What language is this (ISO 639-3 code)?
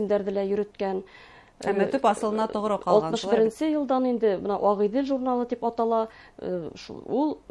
bak